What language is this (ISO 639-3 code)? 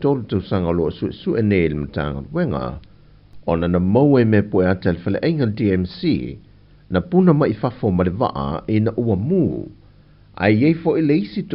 smo